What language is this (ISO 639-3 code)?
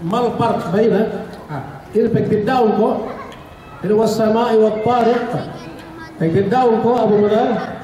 yka